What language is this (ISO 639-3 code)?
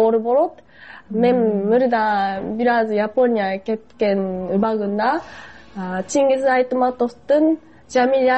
kir